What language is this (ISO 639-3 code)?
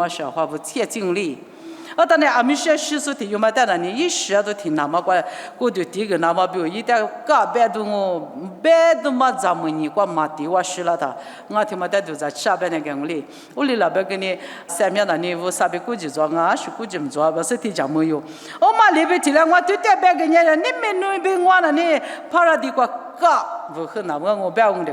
lis